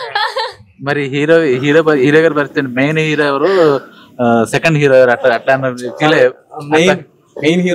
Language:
Telugu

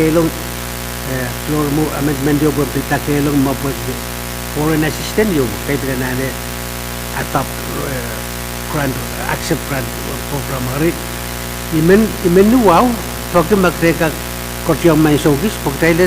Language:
Pohnpeian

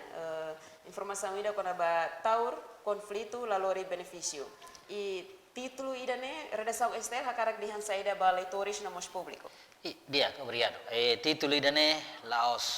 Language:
Tetum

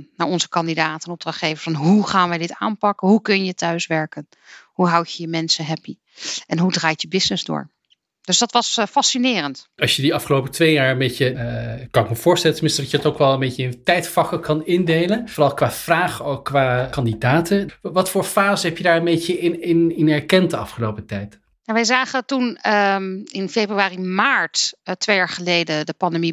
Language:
Dutch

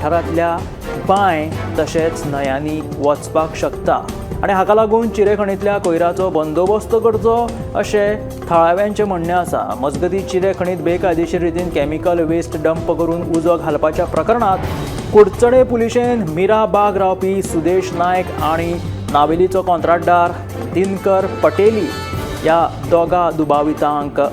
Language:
Konkani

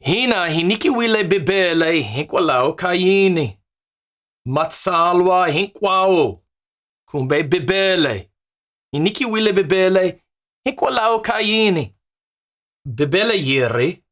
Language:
Tsonga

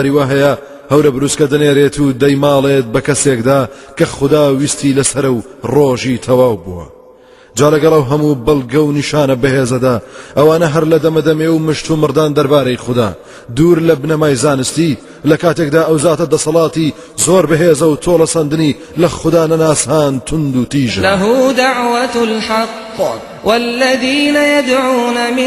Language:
Central Kurdish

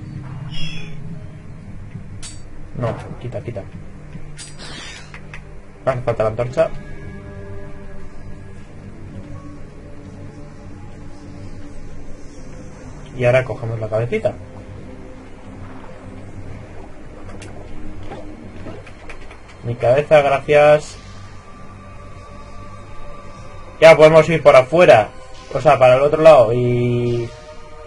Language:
Spanish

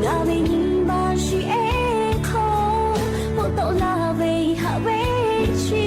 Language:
Lahu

